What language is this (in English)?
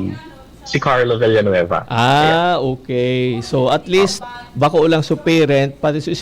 Bikol